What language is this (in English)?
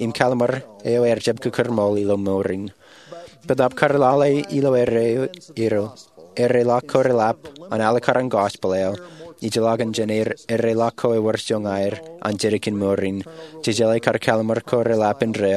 Marshallese